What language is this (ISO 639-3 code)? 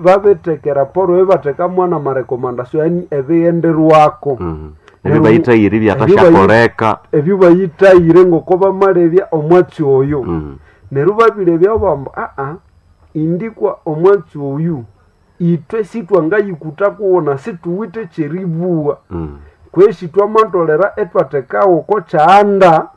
nnb